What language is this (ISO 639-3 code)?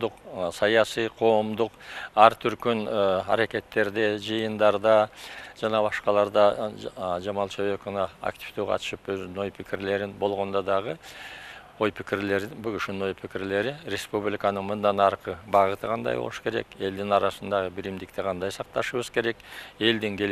kir